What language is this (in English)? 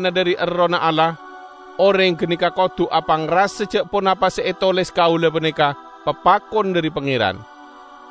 Madurese